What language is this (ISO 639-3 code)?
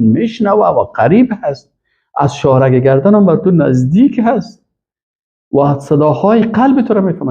fas